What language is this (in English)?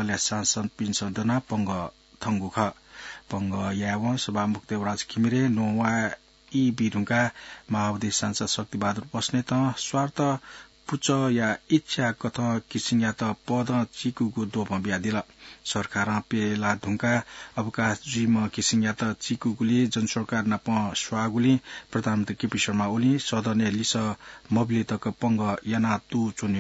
Newari